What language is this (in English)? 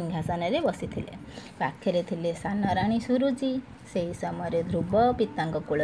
Odia